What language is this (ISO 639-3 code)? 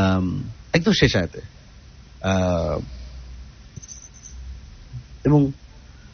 ben